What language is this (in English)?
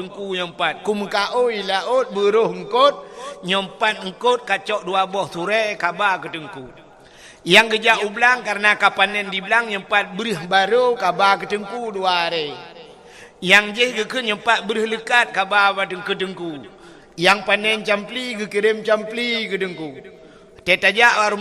Achinese